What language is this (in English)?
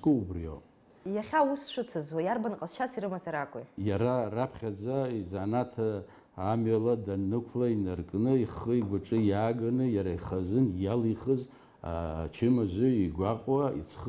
Abkhazian